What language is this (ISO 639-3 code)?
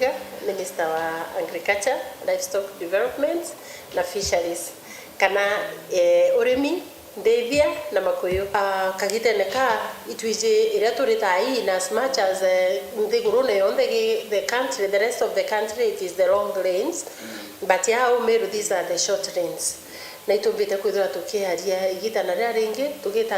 mer